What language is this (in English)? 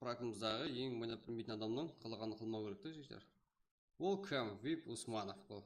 Kara-Kalpak